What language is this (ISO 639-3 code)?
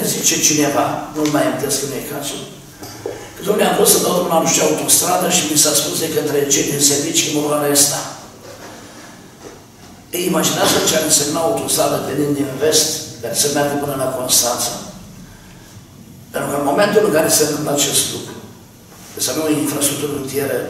ron